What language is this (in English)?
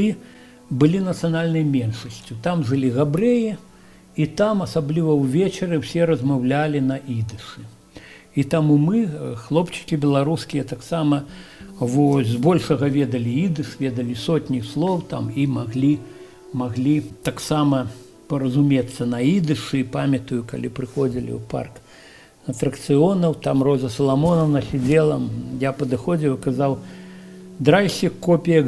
Belarusian